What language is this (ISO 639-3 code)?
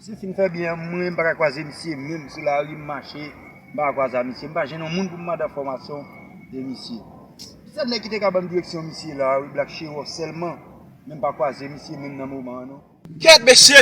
hat